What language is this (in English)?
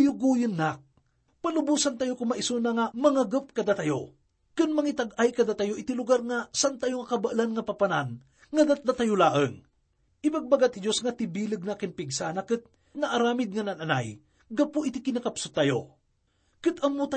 Iloko